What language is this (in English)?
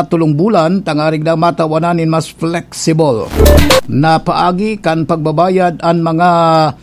Bikol